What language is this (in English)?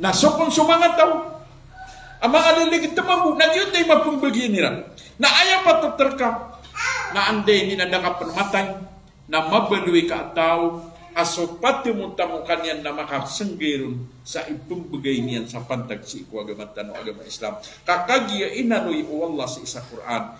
Maranao